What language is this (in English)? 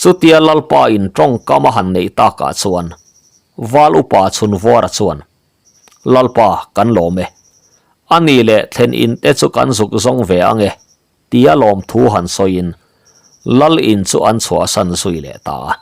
Mizo